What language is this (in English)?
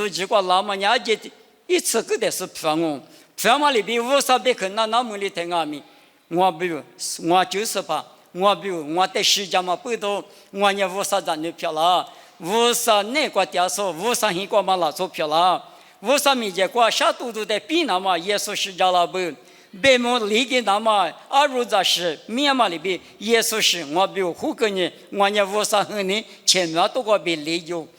Lisu